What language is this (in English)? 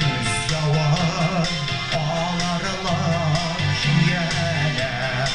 Bashkir